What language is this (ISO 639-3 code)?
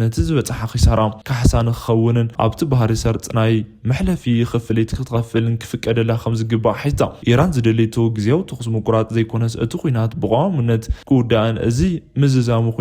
tir